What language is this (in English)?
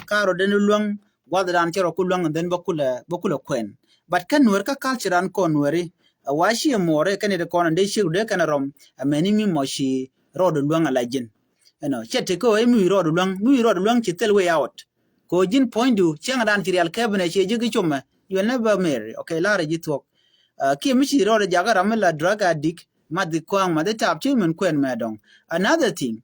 Nuer